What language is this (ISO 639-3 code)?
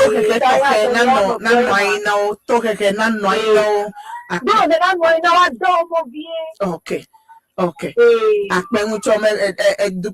ewe